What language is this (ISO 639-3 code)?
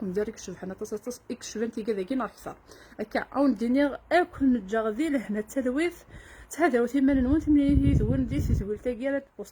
kab